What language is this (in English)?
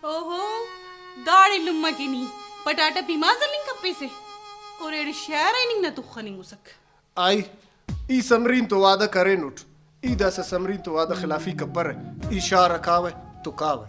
Brahui